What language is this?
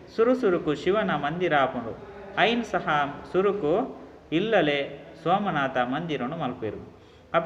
Tulu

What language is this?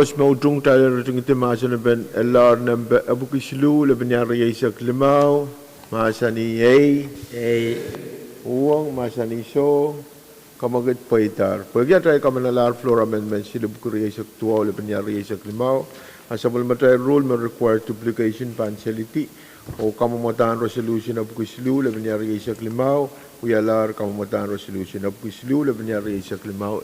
Pohnpeian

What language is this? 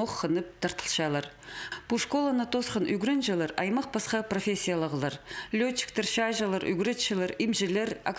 Khakas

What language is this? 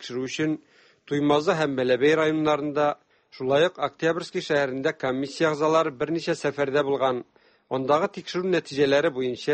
Tatar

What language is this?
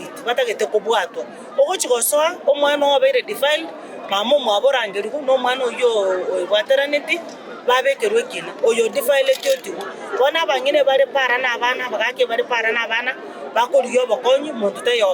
Gusii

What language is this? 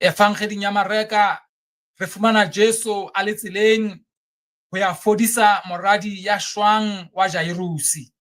Southern Sotho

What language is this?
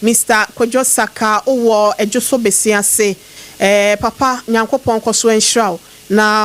Akan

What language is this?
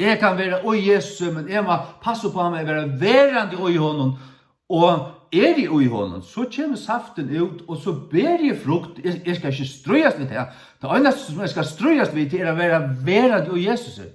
Faroese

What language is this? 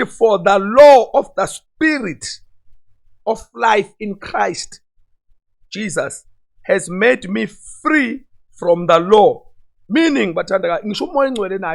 Zulu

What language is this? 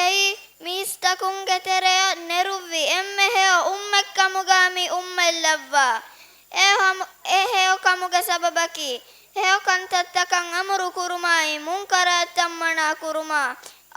Divehi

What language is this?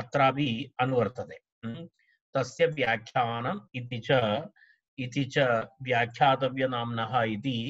Sanskrit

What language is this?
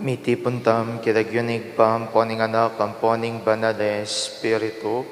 Pampanga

